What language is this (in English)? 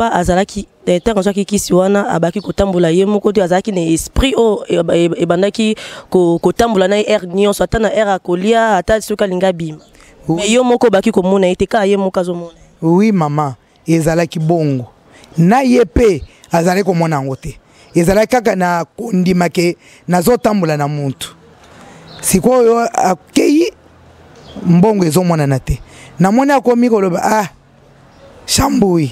Lingala